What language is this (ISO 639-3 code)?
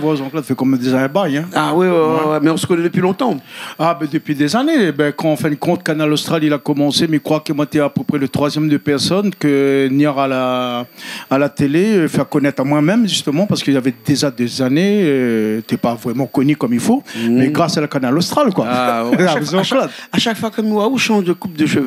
rcf